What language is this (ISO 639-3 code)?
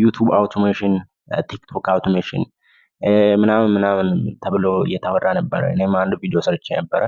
amh